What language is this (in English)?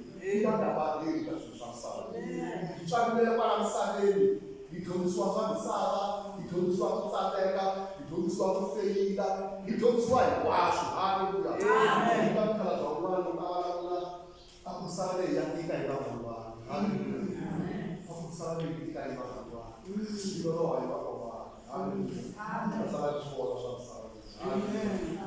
Tsonga